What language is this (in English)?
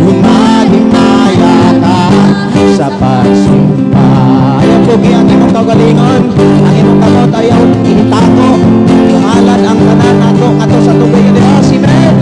Cebuano